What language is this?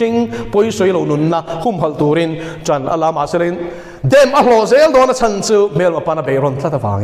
Mizo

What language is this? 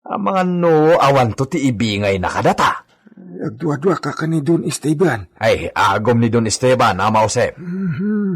Iloko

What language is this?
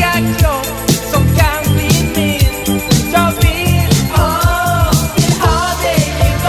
Swedish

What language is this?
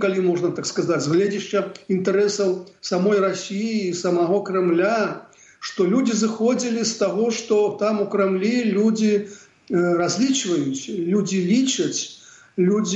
Belarusian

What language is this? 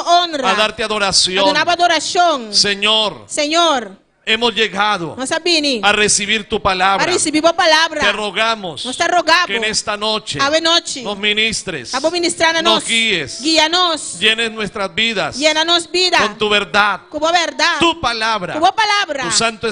Papiamento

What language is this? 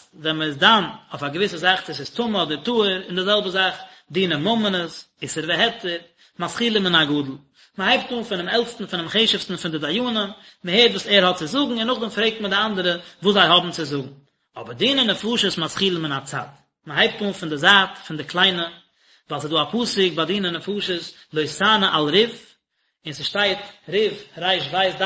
Yiddish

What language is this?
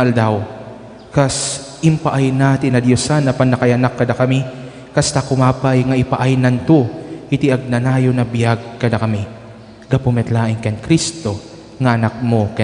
Iloko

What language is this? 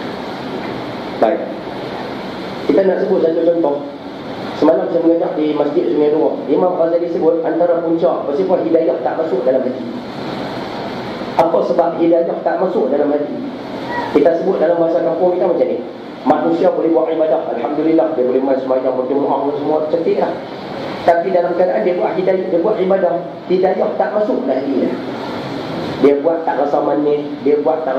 Malay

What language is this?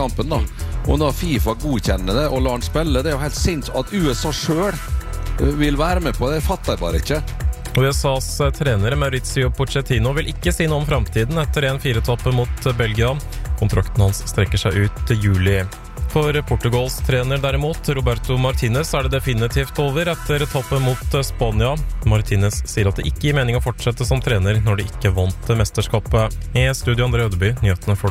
Norwegian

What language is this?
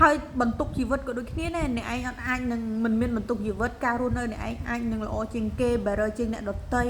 Khmer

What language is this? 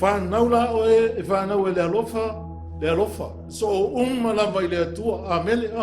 Samoan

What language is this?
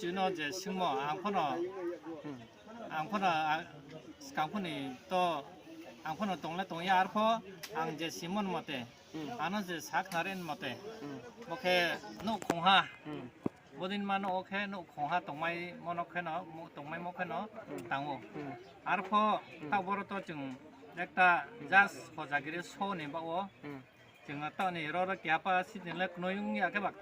Riang (India)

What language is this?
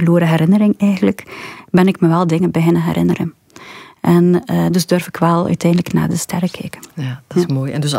Dutch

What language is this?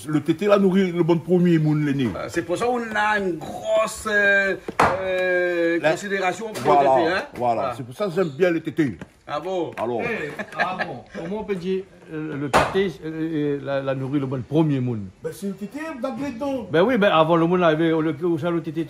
Réunion Creole French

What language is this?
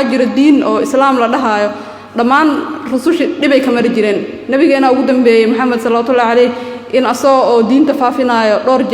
Somali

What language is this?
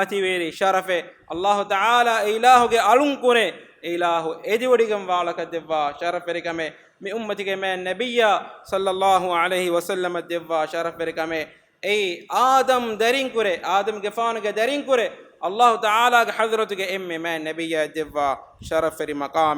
Divehi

